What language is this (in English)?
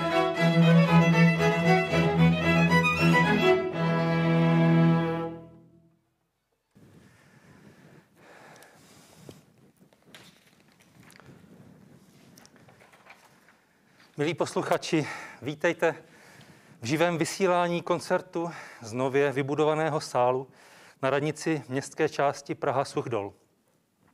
Czech